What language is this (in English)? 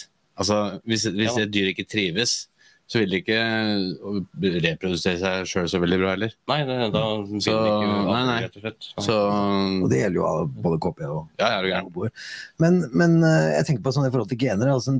Norwegian